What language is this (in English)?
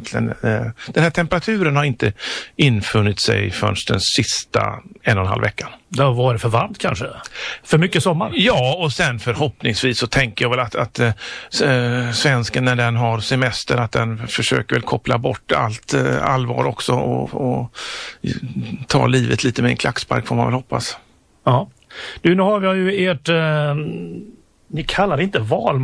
Swedish